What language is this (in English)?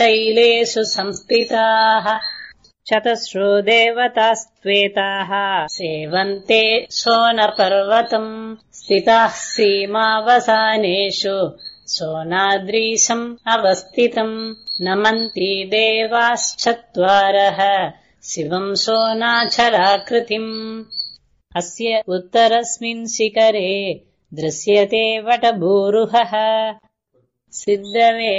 Sanskrit